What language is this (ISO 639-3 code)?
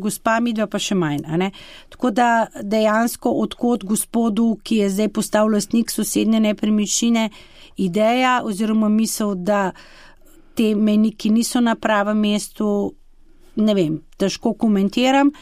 slv